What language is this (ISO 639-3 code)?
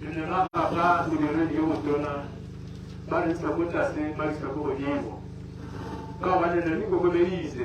tsn